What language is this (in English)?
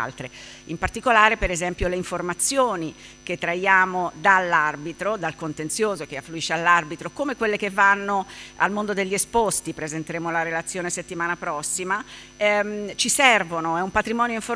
Italian